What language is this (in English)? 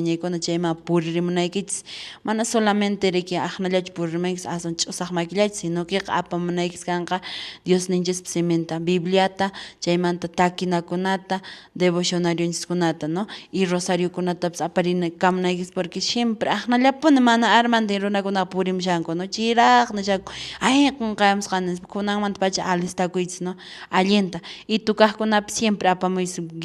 Quechua